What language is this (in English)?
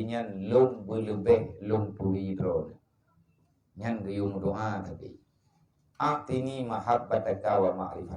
Achinese